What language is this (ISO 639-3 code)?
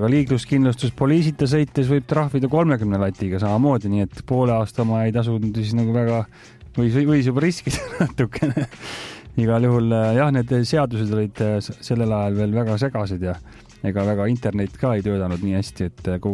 est